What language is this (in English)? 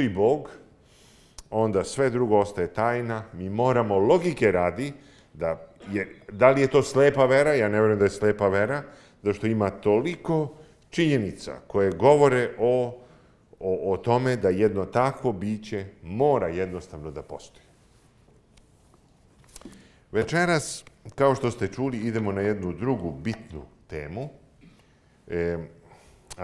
Serbian